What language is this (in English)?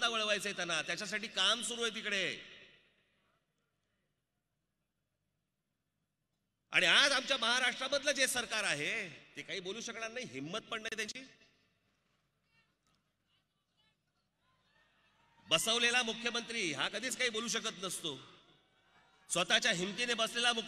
Marathi